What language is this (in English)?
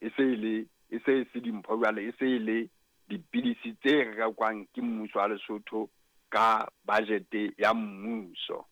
Southern Sotho